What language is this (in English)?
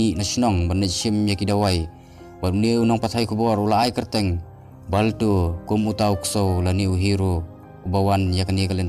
Khasi